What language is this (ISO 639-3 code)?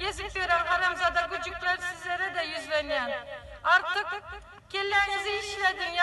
tuk